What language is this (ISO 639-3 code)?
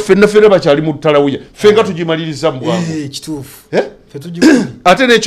lug